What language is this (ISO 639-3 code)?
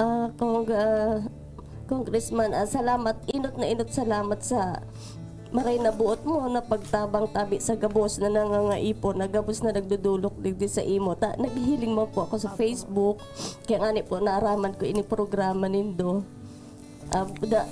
bik